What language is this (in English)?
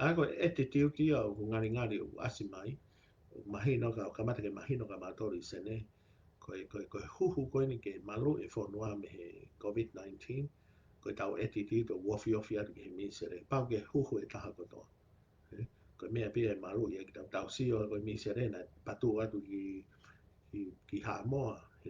Tongan